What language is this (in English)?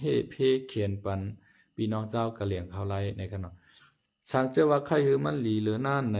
Lao